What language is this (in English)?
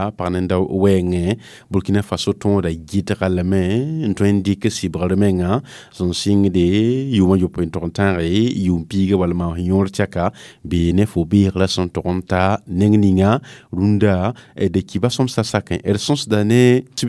Mossi